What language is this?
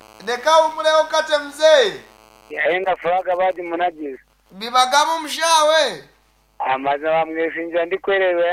Nyankole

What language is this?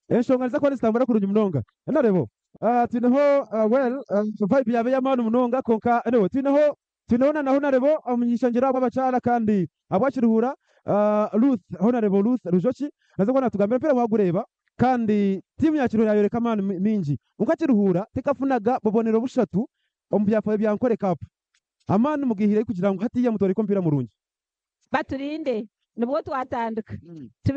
Nyankole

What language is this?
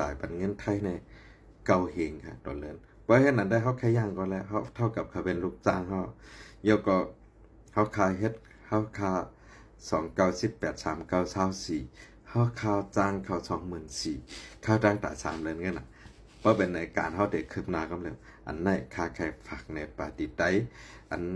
Shan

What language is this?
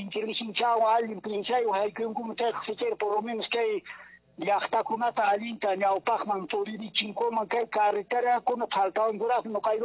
Quechua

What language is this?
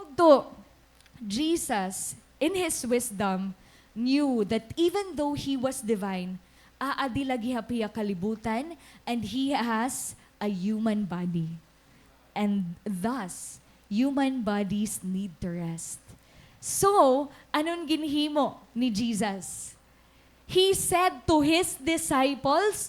Waray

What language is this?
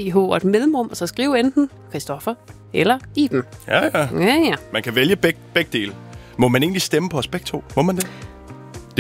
Danish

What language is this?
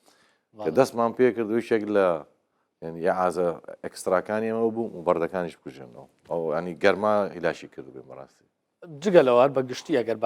Central Kurdish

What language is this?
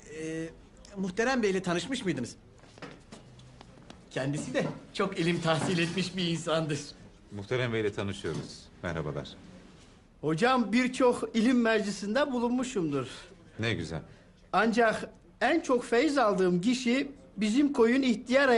Turkish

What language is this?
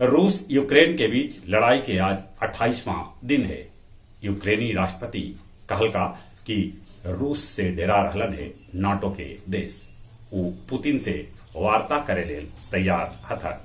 Magahi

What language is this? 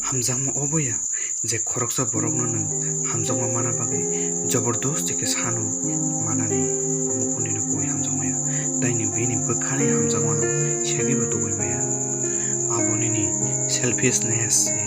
Kok Borok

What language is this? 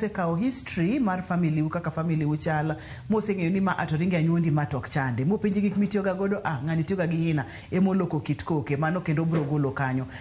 Luo (Kenya and Tanzania)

